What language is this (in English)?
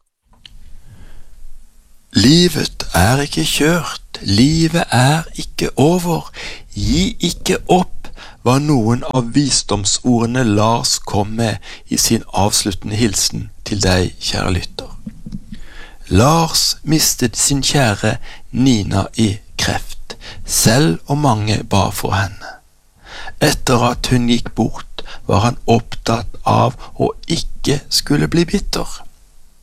Norwegian